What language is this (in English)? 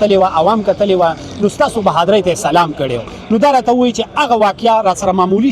Pashto